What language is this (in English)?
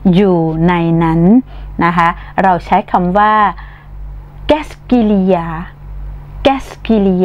Thai